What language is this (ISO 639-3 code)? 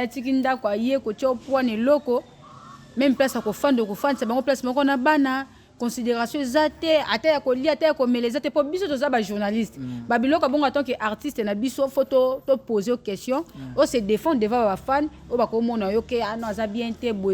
lin